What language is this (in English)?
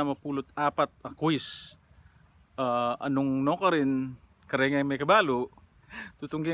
Pampanga